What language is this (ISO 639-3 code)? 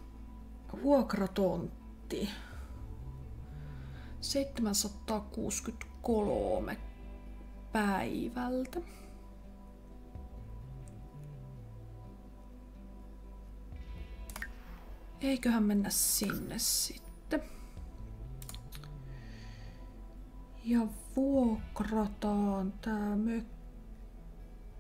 fin